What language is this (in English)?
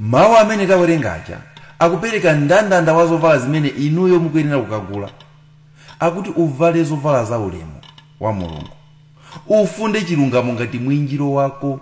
Nyanja